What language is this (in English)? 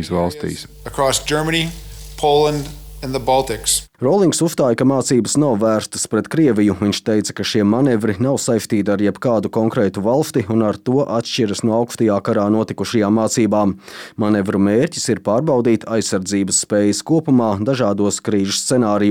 Latvian